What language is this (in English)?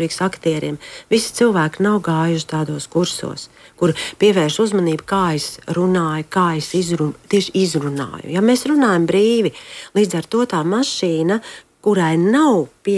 Latvian